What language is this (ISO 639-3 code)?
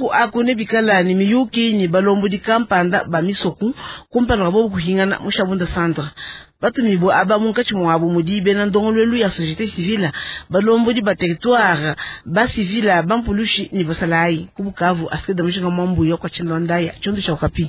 lua